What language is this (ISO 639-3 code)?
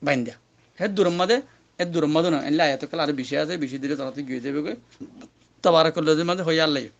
rhg